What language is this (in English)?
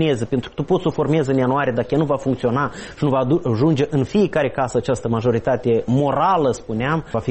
Romanian